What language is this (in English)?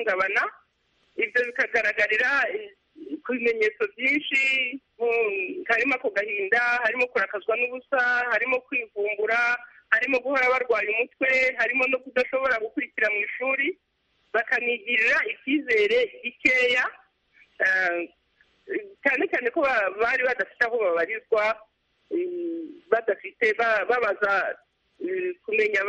Kinyarwanda